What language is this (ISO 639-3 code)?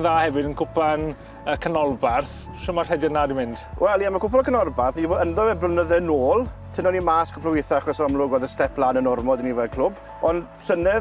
cym